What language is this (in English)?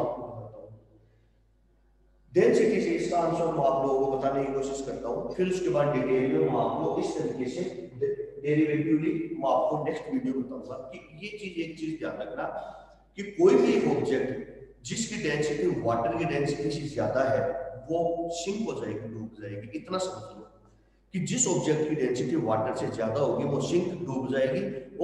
Hindi